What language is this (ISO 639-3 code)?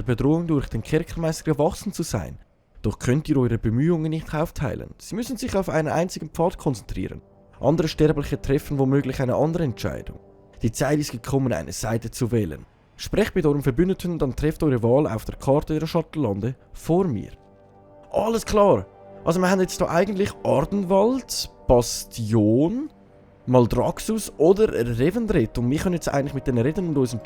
gsw